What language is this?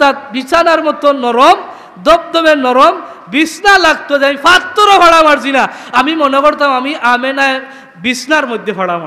Sylheti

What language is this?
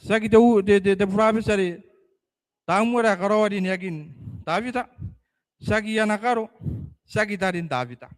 Gilbertese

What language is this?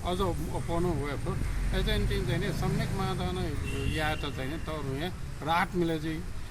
Newari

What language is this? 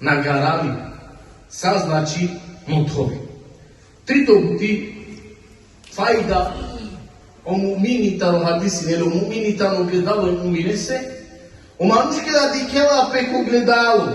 Balkan Romani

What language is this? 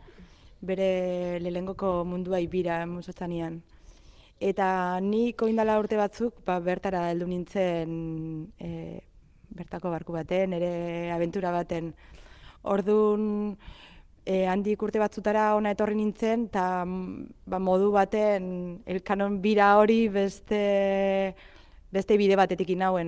Basque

